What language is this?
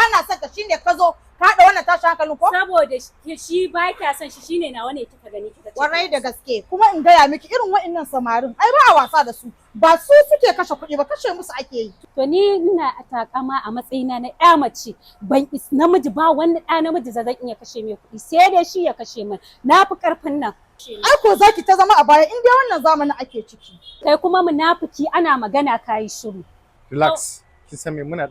Hausa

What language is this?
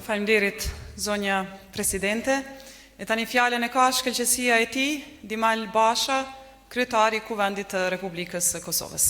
Albanian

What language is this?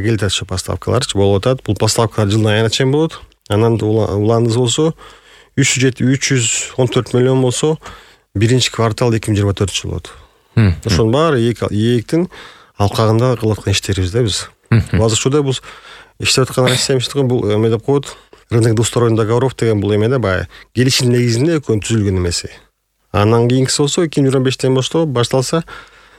Kyrgyz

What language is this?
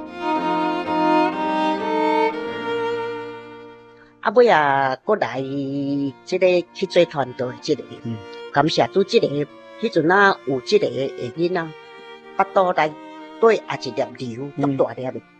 Min Nan Chinese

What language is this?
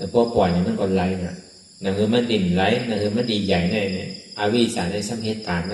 Shan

